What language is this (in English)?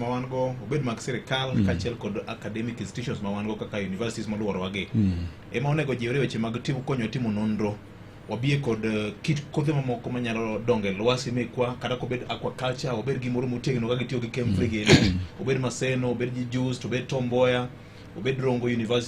Luo (Kenya and Tanzania)